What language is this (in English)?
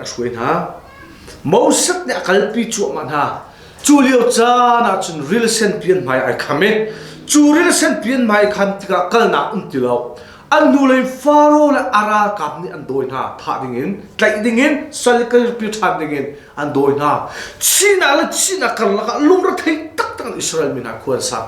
Hakha Chin